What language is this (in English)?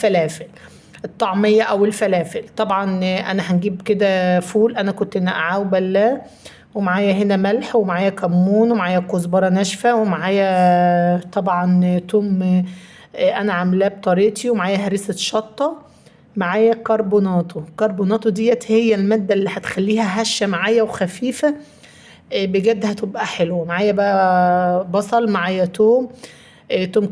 Egyptian Arabic